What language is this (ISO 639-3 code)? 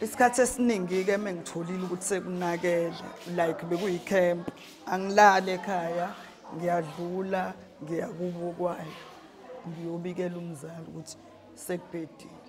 zul